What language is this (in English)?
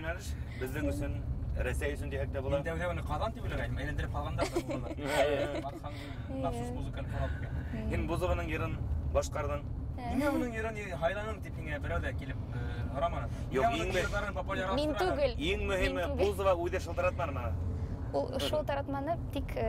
Bashkir